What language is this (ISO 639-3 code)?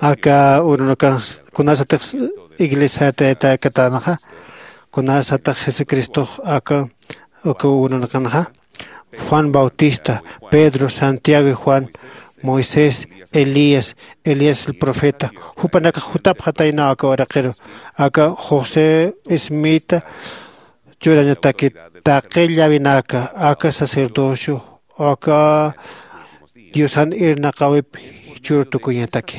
aym